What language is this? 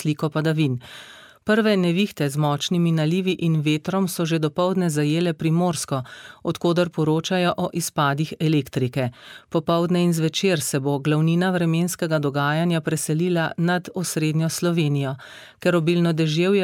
Slovenian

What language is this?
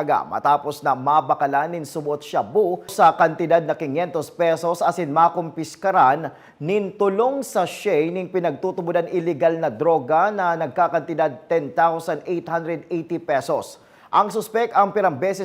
Bikol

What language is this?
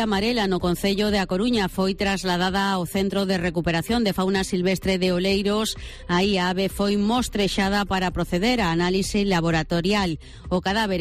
Galician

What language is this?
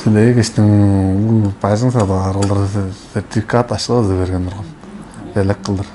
Tuvinian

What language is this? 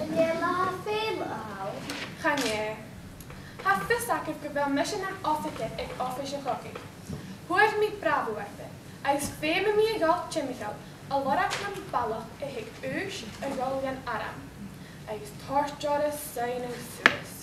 Scottish Gaelic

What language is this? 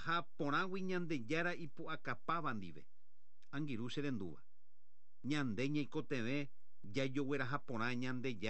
Guarani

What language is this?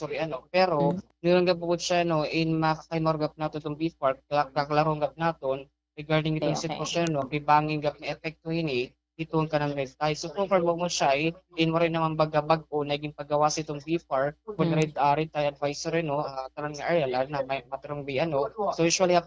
Waray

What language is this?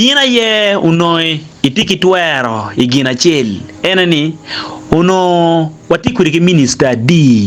Acoli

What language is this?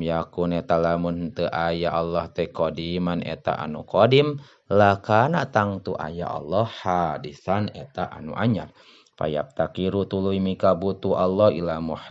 Sundanese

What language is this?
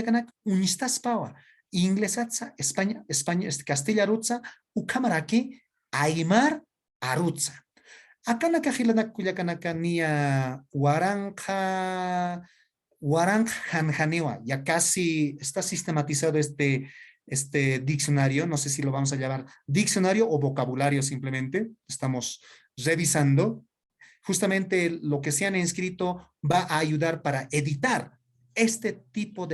Aymara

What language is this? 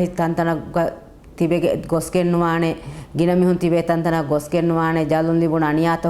Divehi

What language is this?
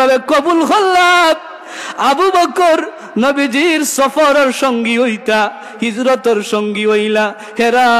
Sylheti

